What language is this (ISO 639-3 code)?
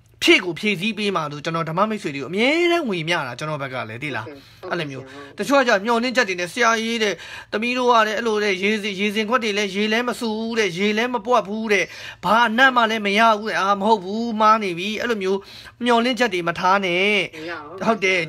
mya